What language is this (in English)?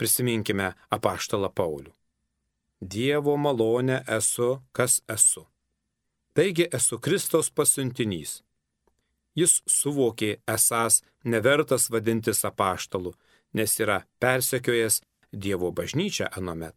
Lithuanian